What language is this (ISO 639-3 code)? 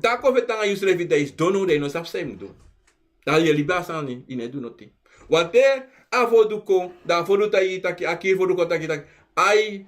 srn